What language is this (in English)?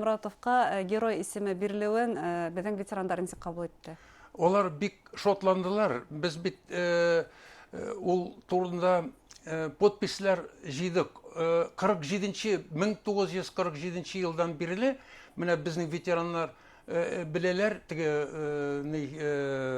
Bashkir